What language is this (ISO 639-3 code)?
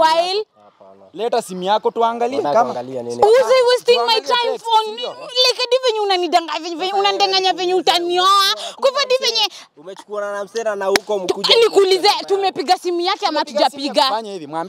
swa